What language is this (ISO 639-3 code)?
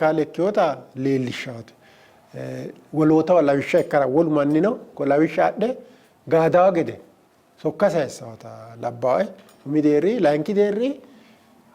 sid